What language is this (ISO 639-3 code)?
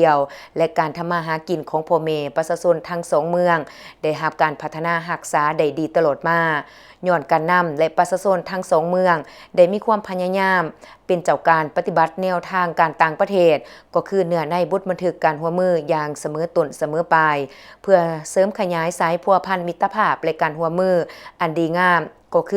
lao